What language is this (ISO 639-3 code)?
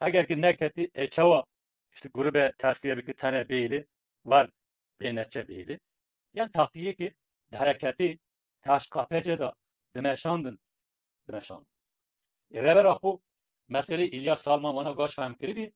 kur